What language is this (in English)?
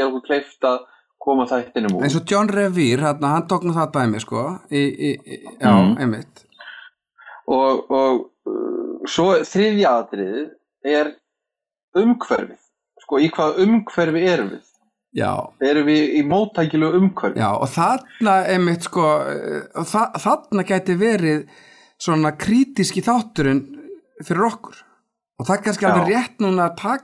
Icelandic